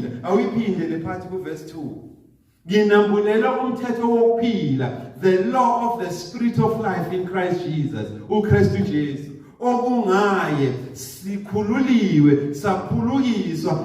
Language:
Zulu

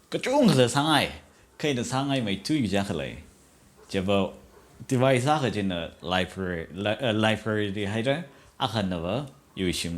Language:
Tangkhul Naga (India)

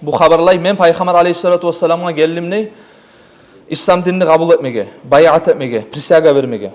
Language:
Kumyk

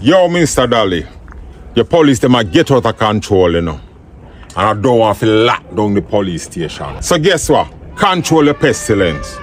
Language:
Jamaican Creole English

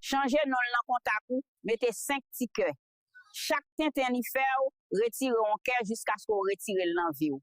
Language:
Haitian Creole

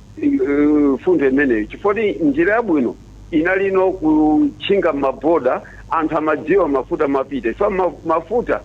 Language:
Nyanja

